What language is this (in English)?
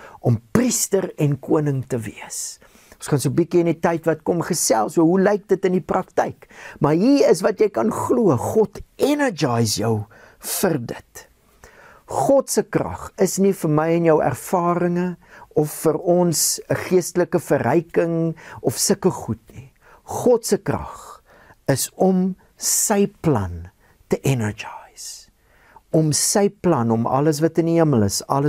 Afrikaans